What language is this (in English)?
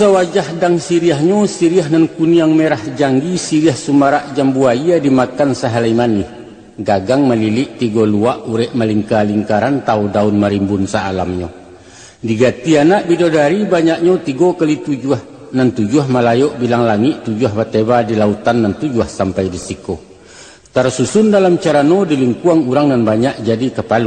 Minangkabau